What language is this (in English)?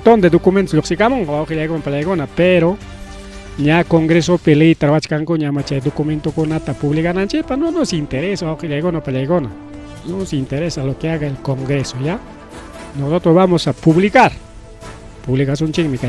Ayacucho Quechua